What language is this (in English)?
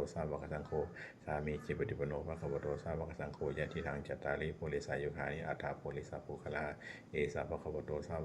Pali